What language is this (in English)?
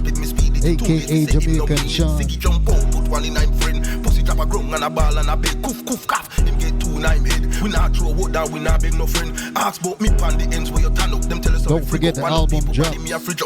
Jamaican Creole English